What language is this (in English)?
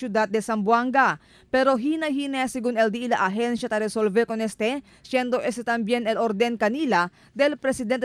Chavacano